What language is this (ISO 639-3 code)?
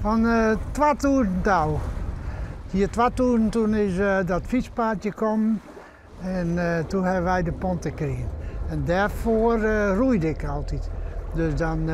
fry